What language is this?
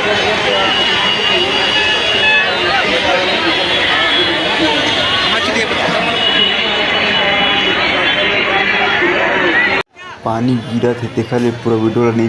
Chhattisgarhi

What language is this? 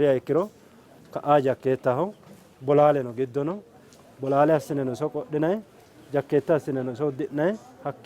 Sidamo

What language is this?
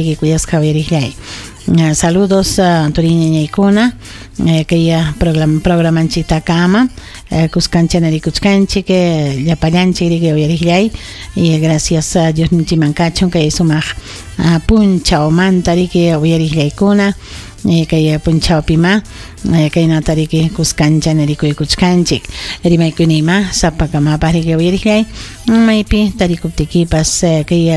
Ayacucho Quechua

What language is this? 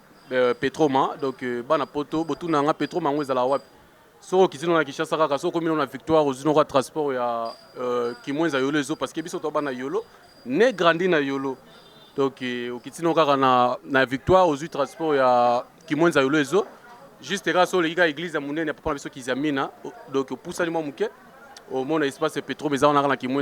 Lingala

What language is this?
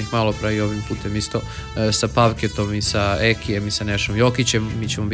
Serbian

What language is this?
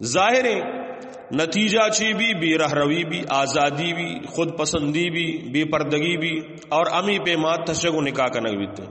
Eastern Balochi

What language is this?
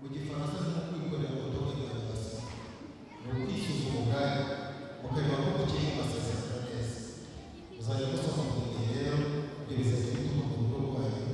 Kinyarwanda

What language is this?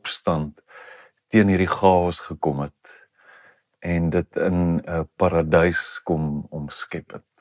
Afrikaans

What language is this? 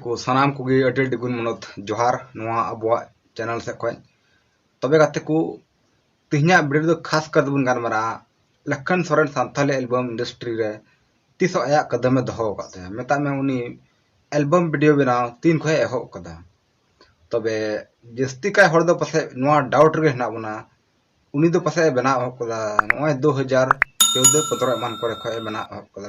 Santali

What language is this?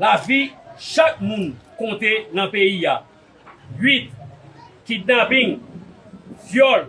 Haitian Creole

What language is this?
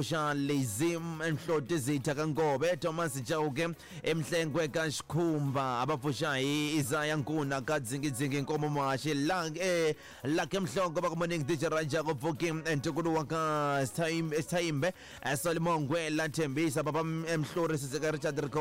Tsonga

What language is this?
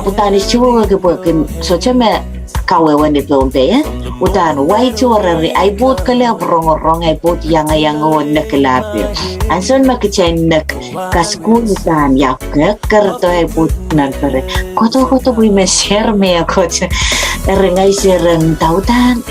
Pohnpeian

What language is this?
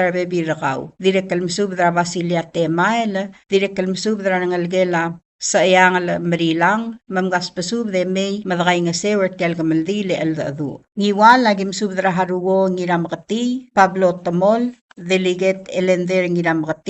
Palauan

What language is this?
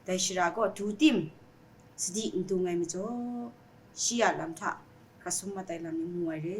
Kachin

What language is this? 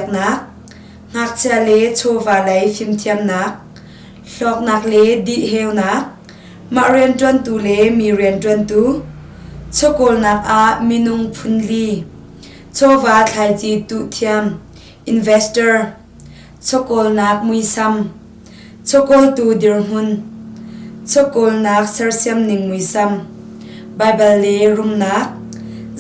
Hakha Chin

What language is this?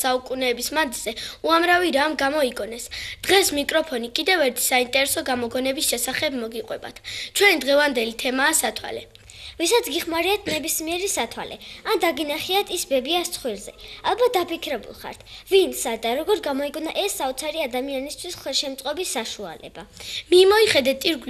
Georgian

